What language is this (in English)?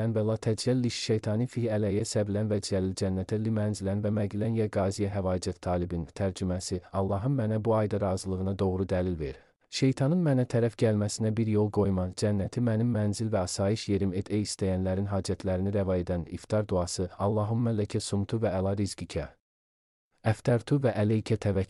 Azerbaijani